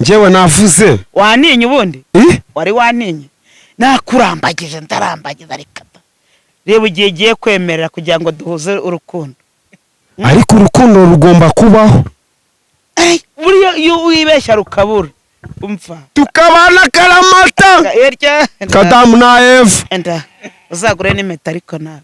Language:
Kinyarwanda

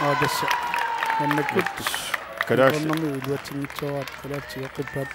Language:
Kalaallisut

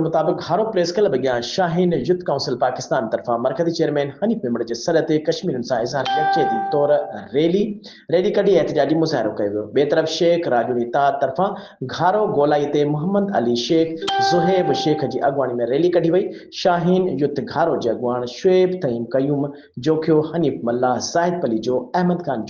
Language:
Sindhi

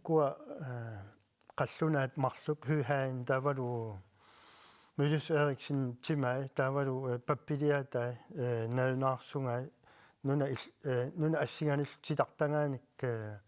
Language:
Kalaallisut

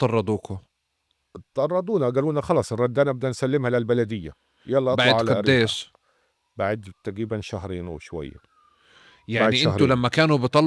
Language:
North Levantine Arabic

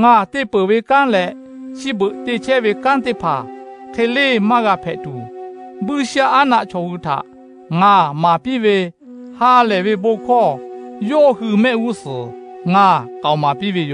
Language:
Lahu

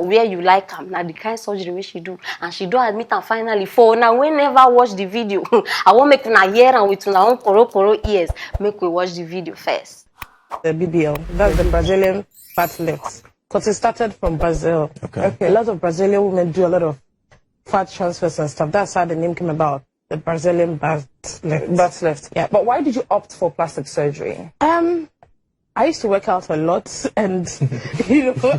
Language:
Nigerian Pidgin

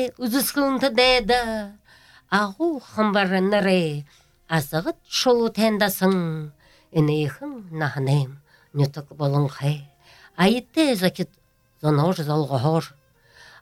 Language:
Buriat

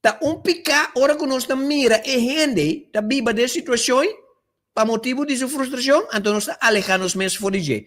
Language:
Papiamento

